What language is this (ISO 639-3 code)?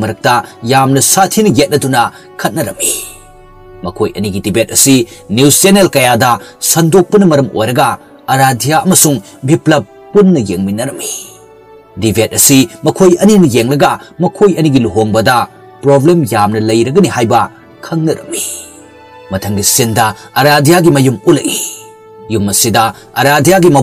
mni